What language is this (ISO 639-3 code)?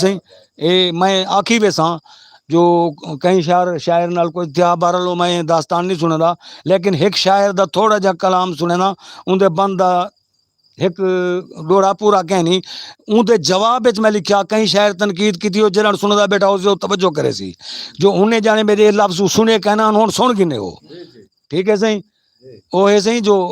skr